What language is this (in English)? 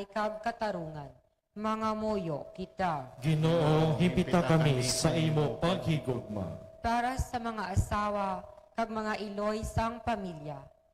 Hiligaynon